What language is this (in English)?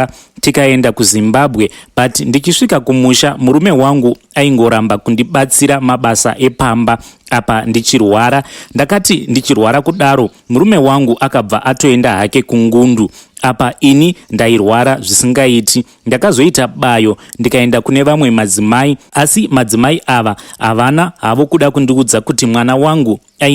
Shona